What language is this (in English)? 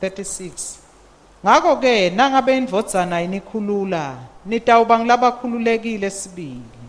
Swati